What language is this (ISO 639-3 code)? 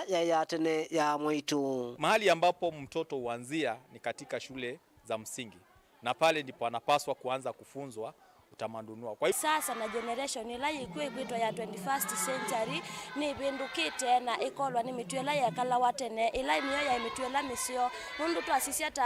kam